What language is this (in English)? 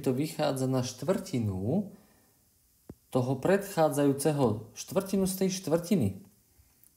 Slovak